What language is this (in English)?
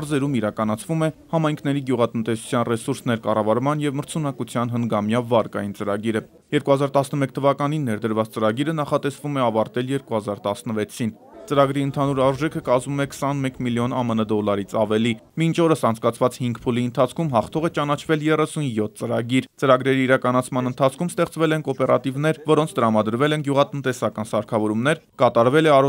Armenian